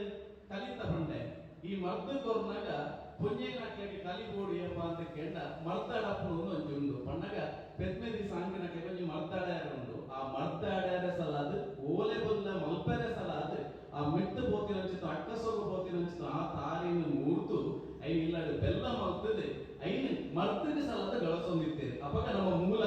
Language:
Tulu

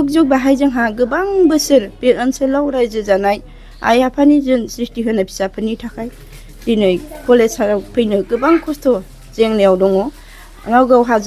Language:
Bodo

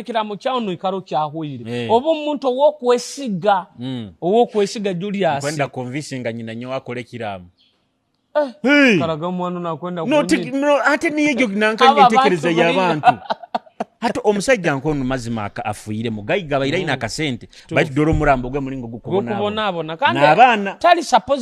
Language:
Nyoro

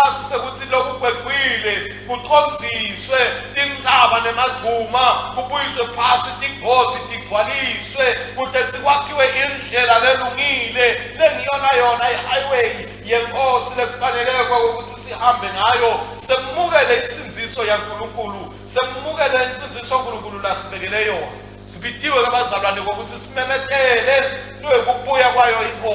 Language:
Swati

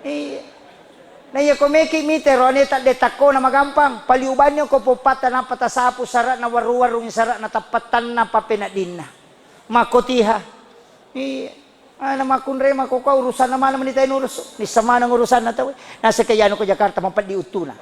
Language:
Buginese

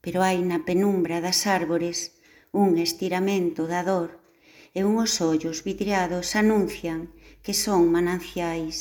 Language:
Galician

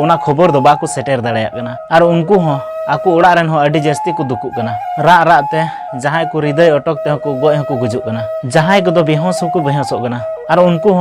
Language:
Santali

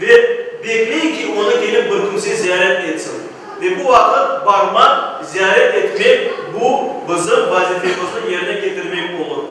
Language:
Crimean Tatar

